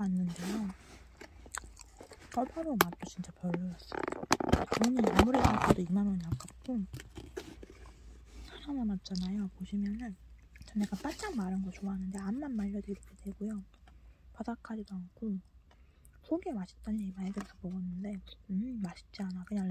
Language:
Korean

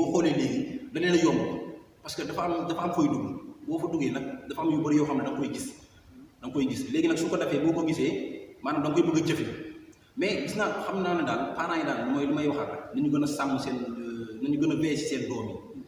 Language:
Wolof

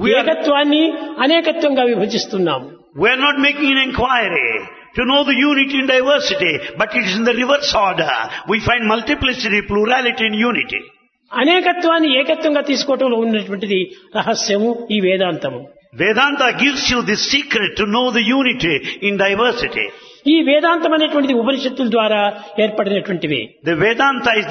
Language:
Telugu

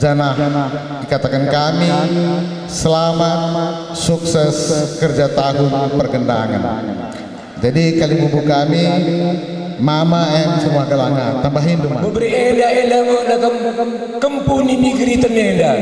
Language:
Batak Karo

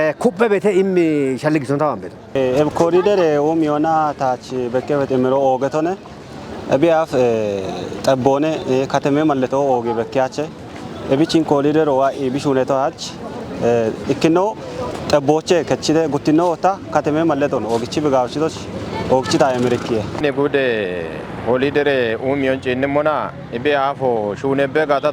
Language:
Kafa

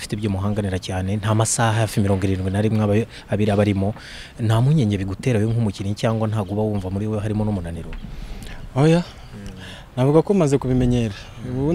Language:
Kinyarwanda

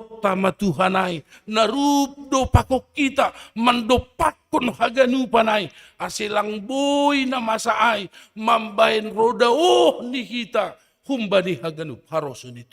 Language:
Batak Simalungun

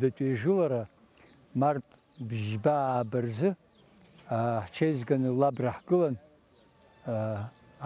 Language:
Abkhazian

